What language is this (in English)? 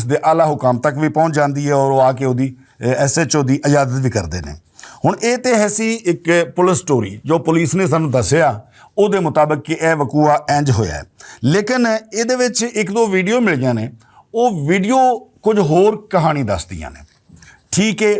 Western Panjabi